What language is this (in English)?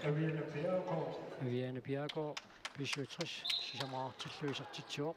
Kalaallisut